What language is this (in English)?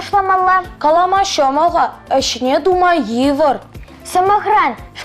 Chuvash